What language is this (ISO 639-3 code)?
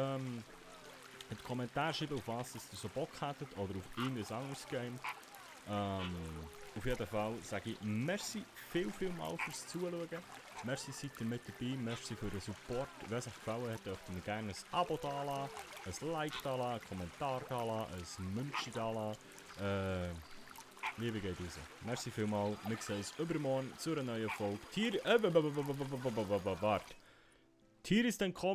gsw